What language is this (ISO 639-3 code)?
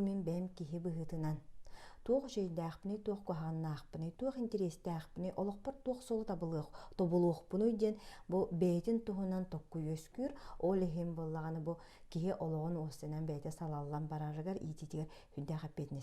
sah